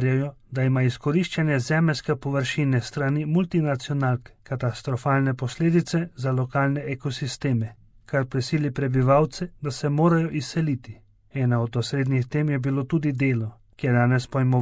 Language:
Slovenian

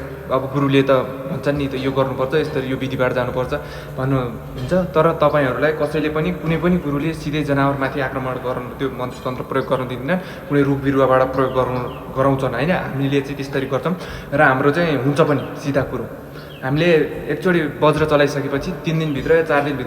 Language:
Nepali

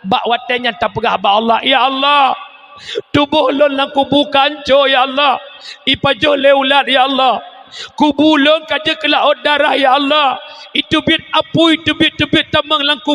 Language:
Achinese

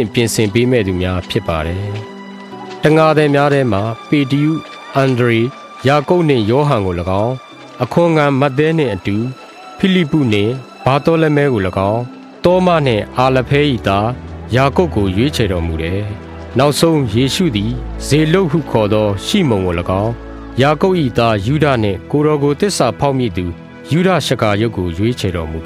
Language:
Burmese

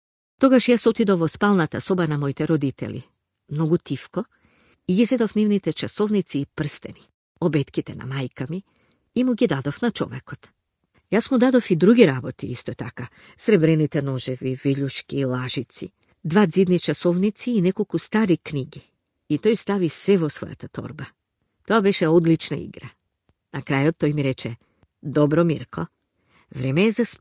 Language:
Macedonian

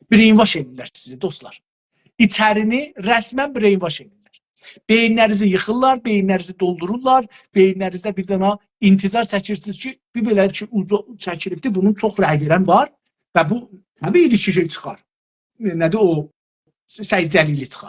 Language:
South Azerbaijani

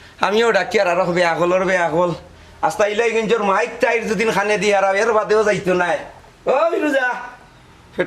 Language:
Sylheti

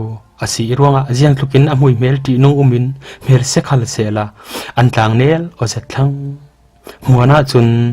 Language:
Falam Chin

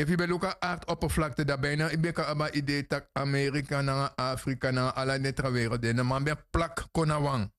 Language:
Sranan Tongo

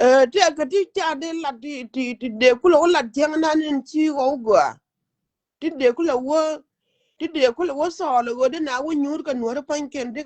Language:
Nuer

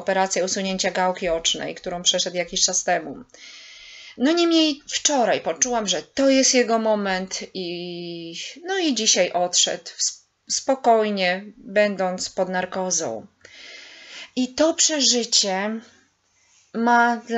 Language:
Polish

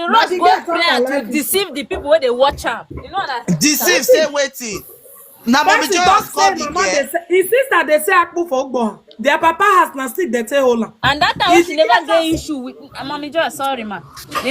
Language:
Nigerian Pidgin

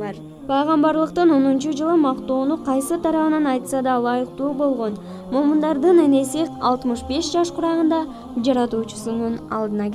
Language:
Kyrgyz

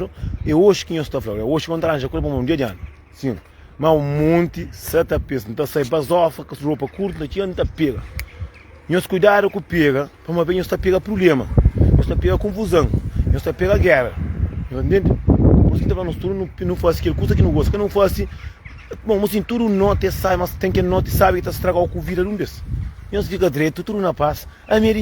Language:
Kabuverdianu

